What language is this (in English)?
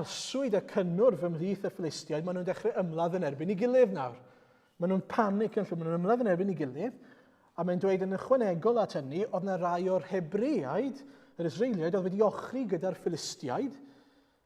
Welsh